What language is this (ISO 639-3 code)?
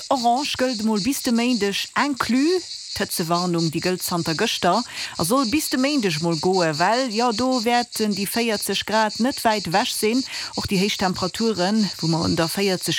ltz